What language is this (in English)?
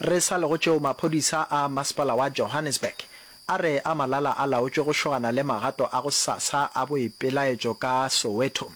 Northern Sotho